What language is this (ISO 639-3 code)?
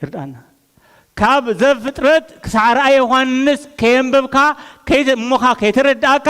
tir